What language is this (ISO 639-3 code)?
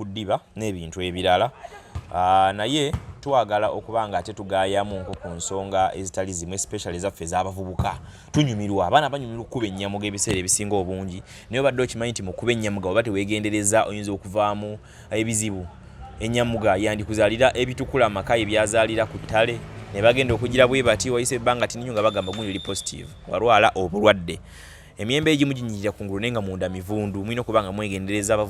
lug